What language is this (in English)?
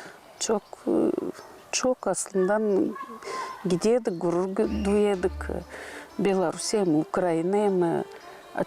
Gagauz